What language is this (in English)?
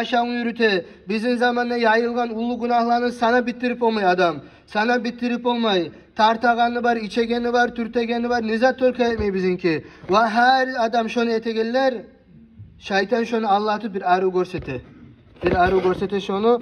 Kumyk